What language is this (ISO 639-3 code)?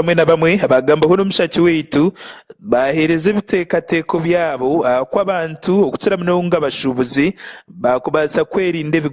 nyn